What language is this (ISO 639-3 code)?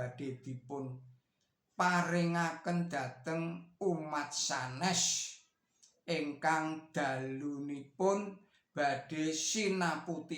jav